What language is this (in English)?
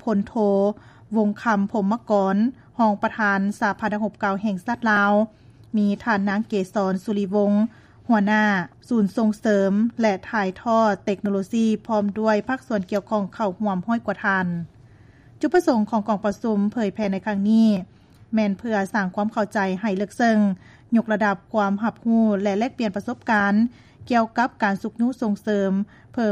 Lao